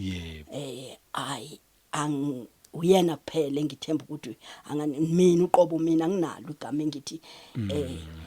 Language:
Zulu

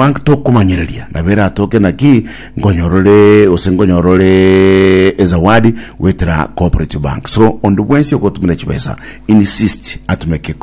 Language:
Gusii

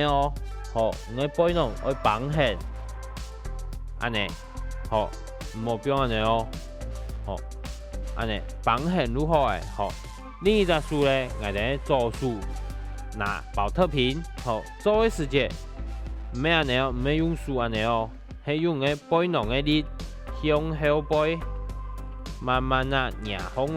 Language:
Hakka Chinese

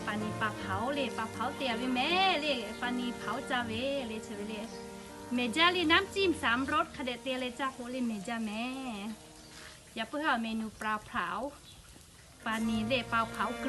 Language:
Lahu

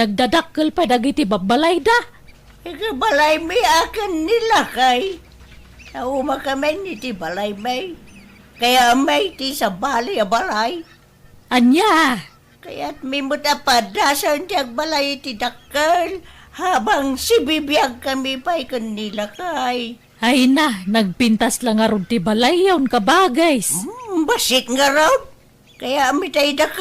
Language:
Iloko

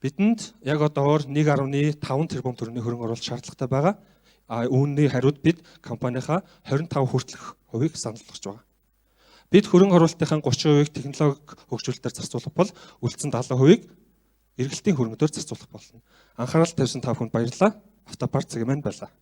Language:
Mongolian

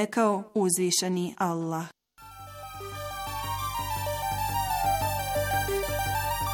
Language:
Bosnian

